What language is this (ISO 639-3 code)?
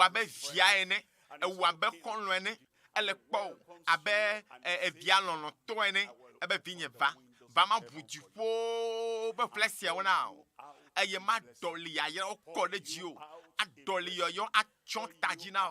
ewe